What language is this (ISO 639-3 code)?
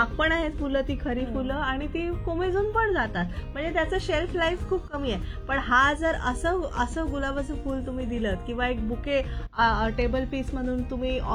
mar